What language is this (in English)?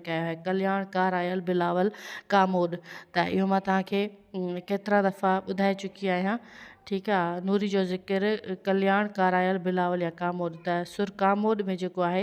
Sindhi